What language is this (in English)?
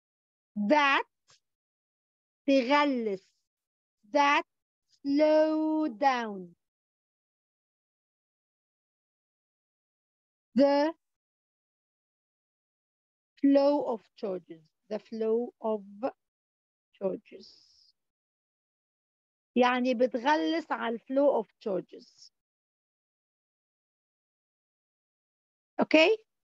Egyptian Arabic